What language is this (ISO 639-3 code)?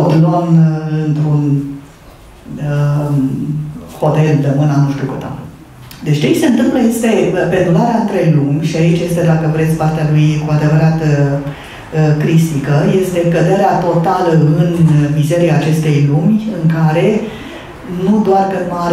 ron